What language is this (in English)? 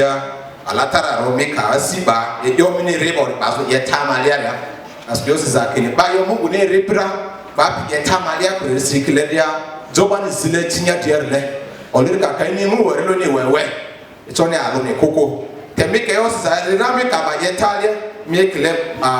Lugbara